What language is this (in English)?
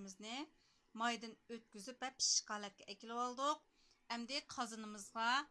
Uyghur